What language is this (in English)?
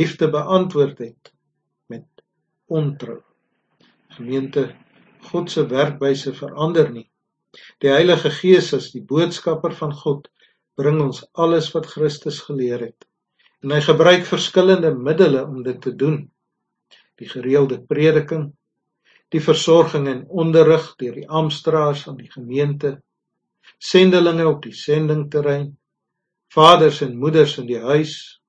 Afrikaans